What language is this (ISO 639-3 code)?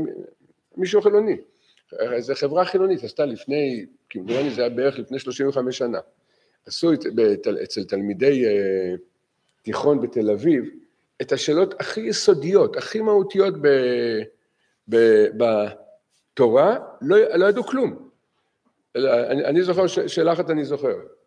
heb